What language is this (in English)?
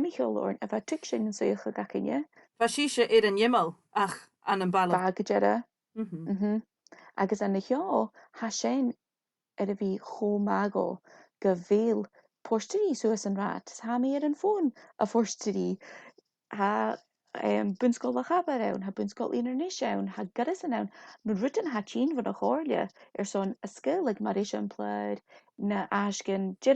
Scottish Gaelic